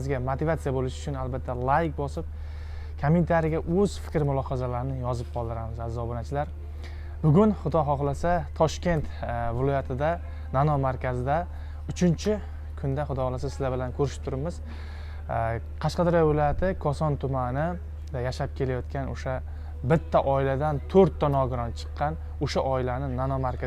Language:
Uzbek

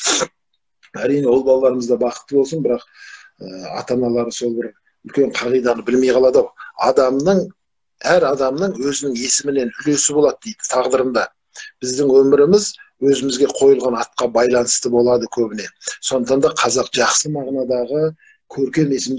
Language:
Kazakh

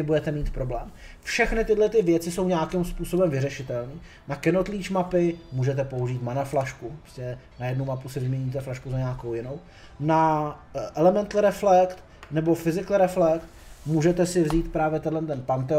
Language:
Czech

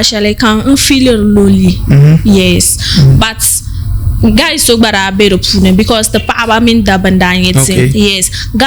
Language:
Dagbani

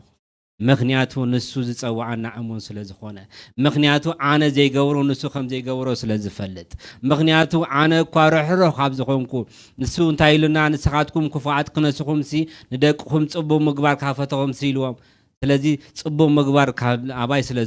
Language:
Tigrinya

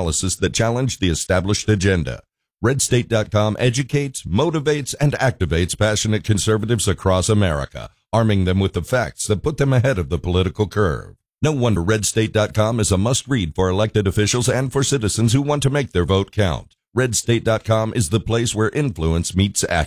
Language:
English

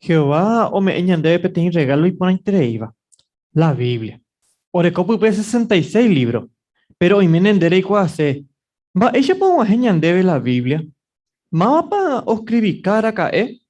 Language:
Guarani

